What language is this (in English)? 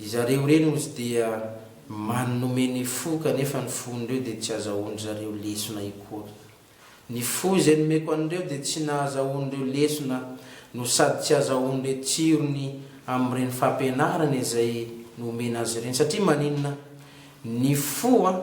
Malagasy